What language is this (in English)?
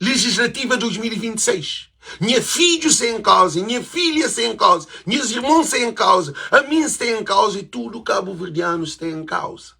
Kabuverdianu